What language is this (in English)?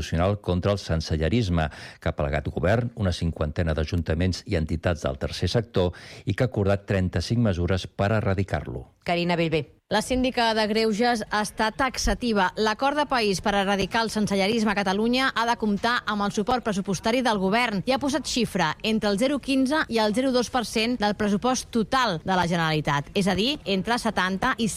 Catalan